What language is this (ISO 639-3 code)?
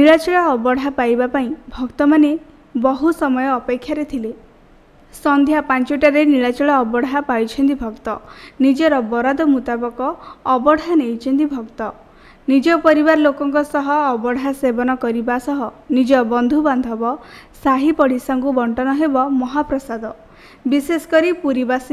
ori